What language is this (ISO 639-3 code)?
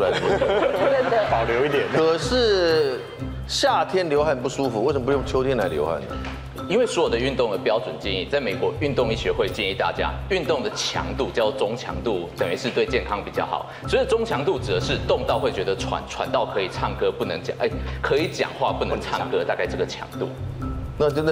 zho